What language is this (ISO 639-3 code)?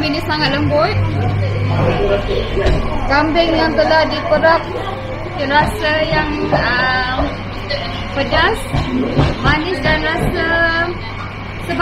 msa